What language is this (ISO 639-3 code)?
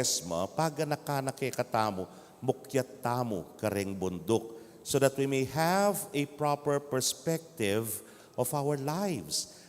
pam